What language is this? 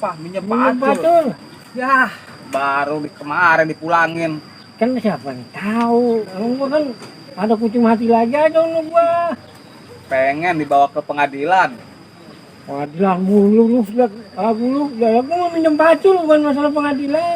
Betawi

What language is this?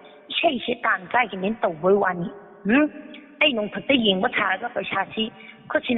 Manipuri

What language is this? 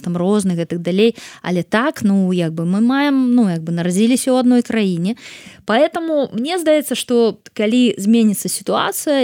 Belarusian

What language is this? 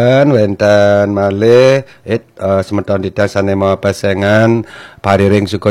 Balinese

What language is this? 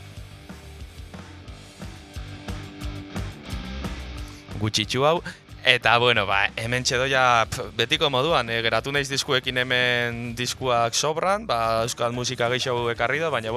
Basque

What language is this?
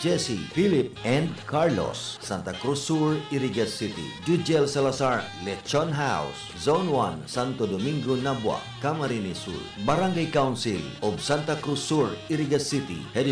Bikol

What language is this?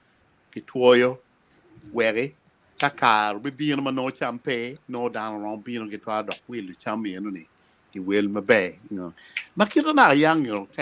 Acoli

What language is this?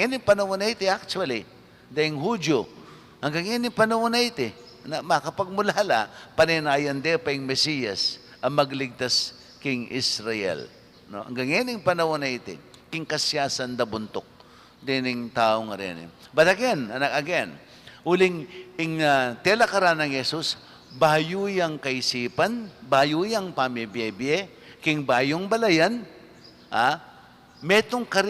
Pampanga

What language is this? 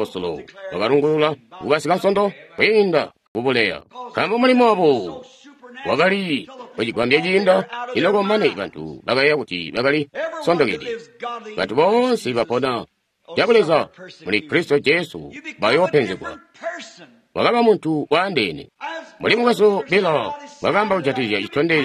Tonga (Zambia)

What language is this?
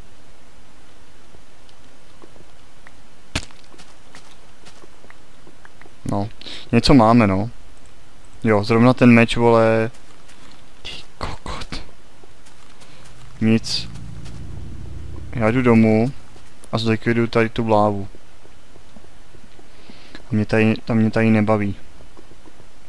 Czech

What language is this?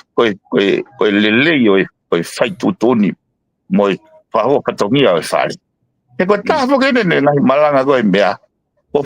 Tongan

